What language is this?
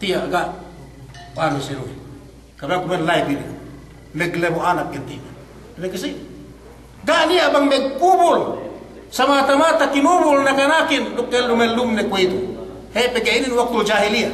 Yakan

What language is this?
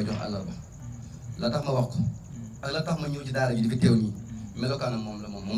Wolof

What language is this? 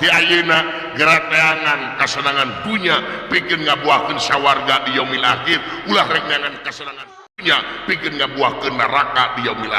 Sundanese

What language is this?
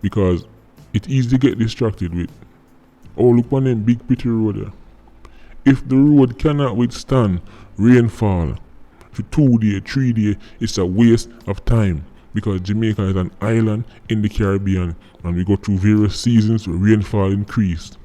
Jamaican Creole English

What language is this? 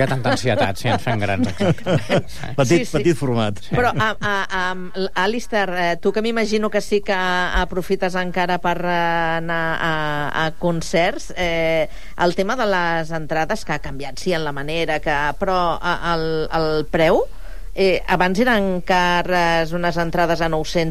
Catalan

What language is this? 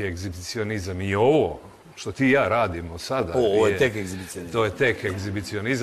Serbian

